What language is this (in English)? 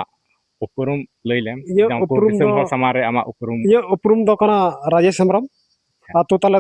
Santali